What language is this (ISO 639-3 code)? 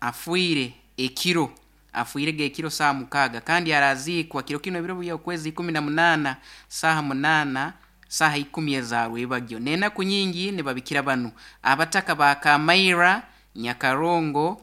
nyo